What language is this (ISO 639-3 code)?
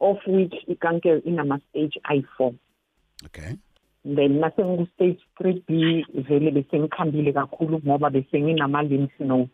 nbl